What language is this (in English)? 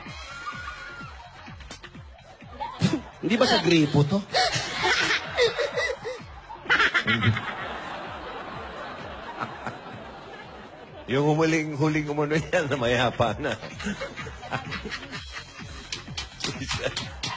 Filipino